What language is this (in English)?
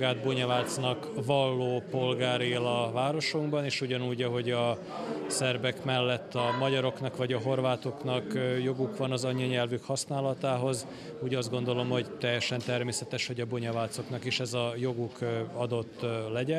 Hungarian